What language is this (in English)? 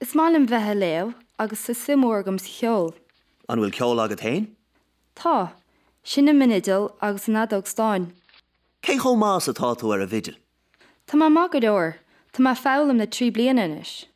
Irish